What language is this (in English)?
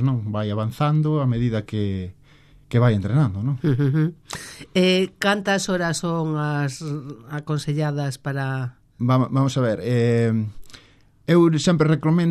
Galician